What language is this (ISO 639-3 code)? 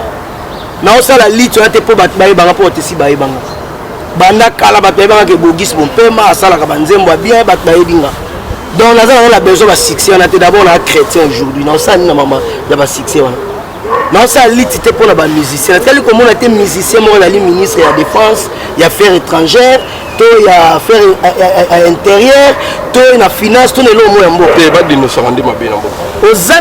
lin